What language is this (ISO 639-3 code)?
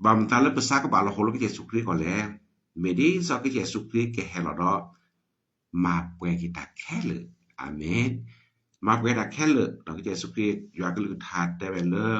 ksw